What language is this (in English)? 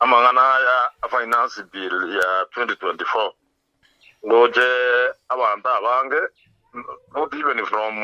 Gusii